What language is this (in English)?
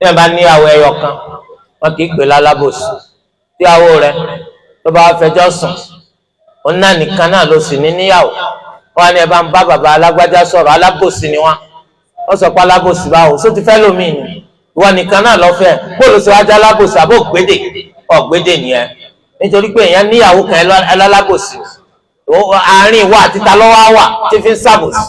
Yoruba